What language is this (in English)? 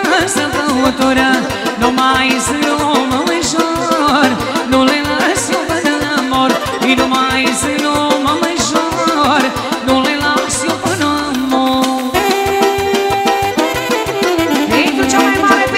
Romanian